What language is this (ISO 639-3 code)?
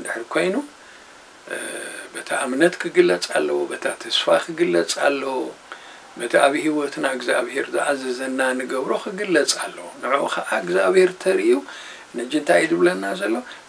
tir